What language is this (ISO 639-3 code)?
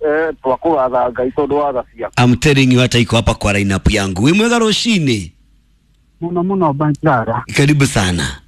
kik